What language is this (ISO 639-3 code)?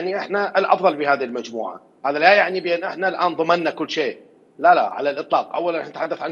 acm